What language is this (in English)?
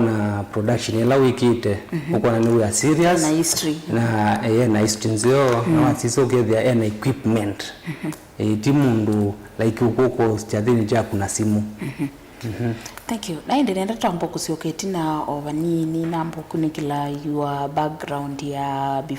Kamba